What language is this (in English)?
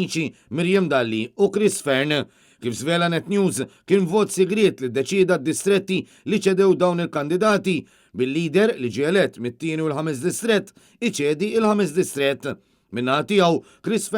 Maltese